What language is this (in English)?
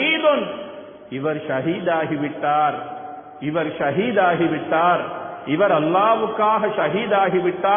Tamil